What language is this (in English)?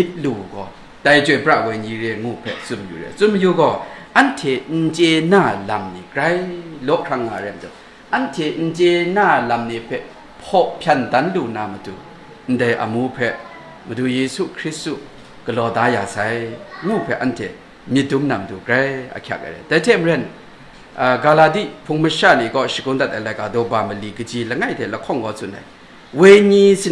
Kachin